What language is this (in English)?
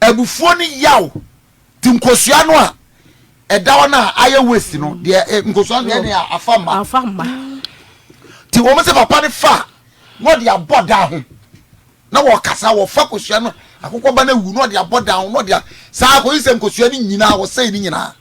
Akan